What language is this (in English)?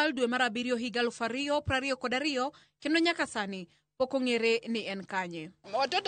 Luo (Kenya and Tanzania)